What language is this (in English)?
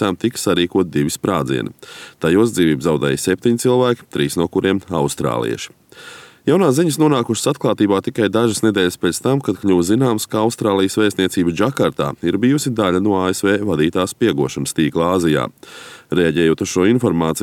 Latvian